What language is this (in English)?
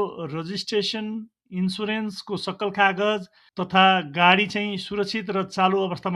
Nepali